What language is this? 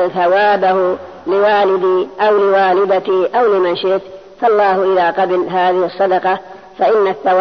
Arabic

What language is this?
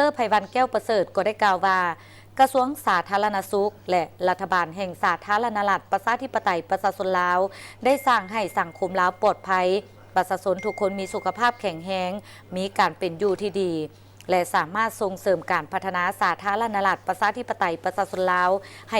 Lao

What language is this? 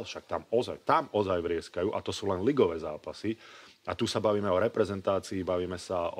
Slovak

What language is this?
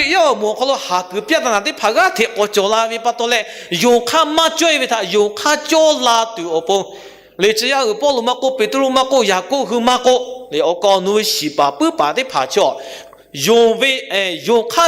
Lahu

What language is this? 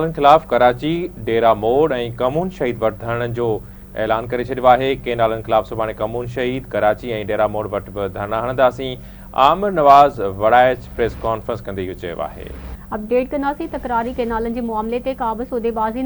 Sindhi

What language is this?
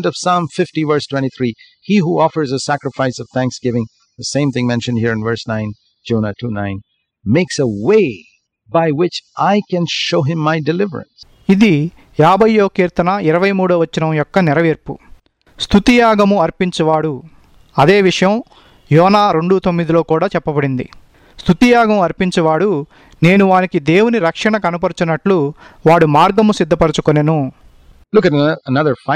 Telugu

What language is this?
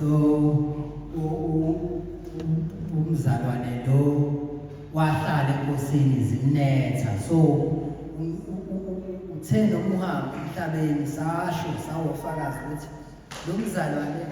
Zulu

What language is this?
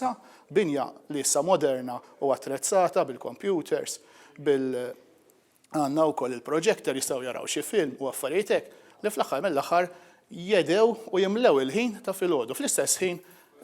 Maltese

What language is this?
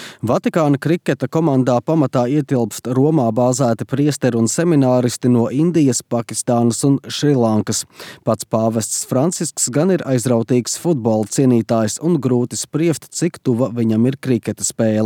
Latvian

